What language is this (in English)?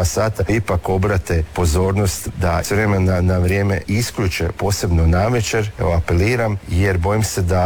Croatian